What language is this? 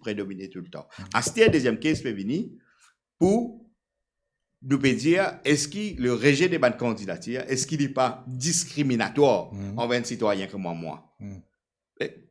Morisyen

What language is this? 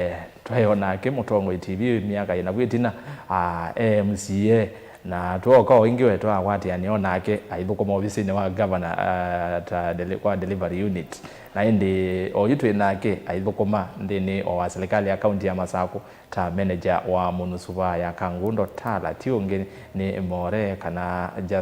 Kamba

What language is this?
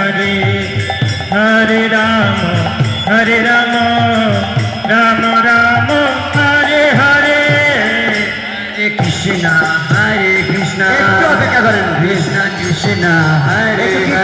Bangla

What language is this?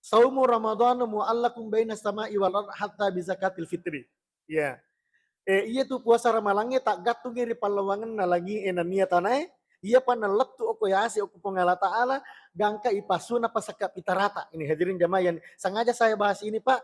Buginese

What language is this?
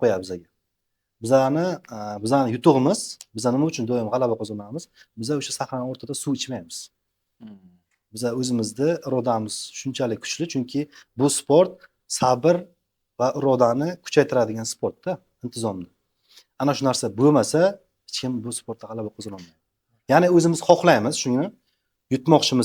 Uzbek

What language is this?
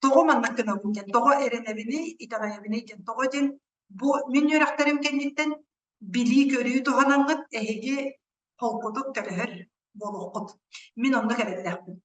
Yakut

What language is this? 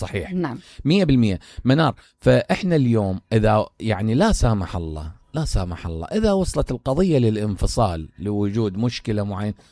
Mesopotamian Arabic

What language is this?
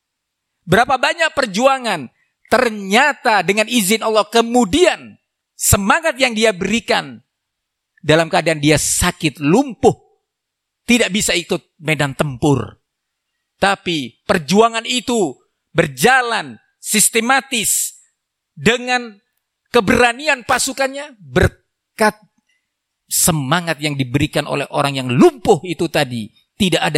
Indonesian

